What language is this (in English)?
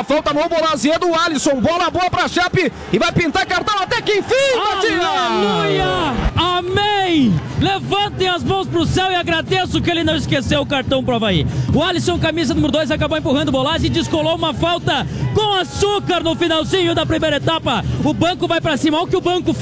Portuguese